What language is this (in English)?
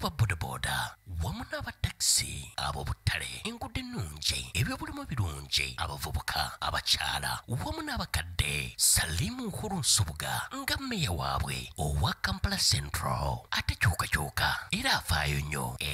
Ganda